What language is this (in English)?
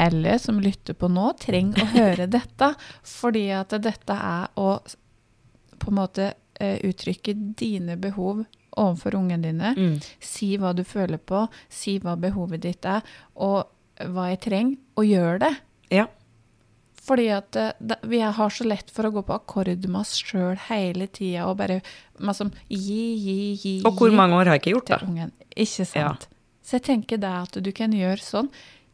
Norwegian